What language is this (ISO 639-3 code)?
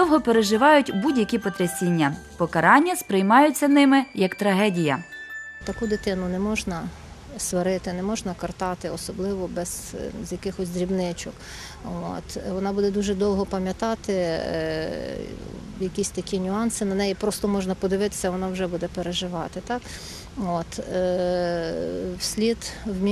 ukr